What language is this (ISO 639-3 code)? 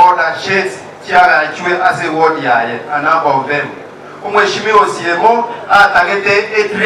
guz